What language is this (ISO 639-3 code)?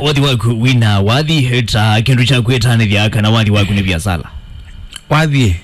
kam